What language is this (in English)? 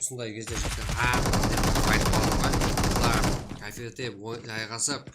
Kara-Kalpak